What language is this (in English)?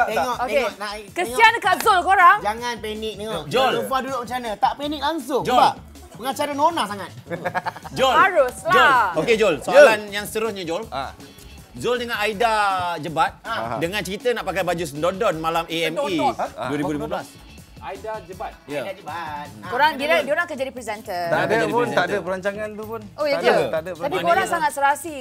Malay